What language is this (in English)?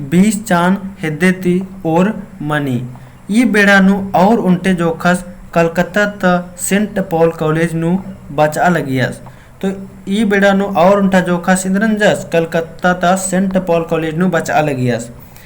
Kurukh